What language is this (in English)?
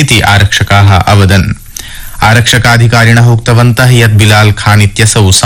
Sanskrit